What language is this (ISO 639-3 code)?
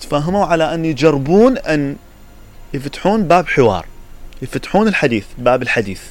acm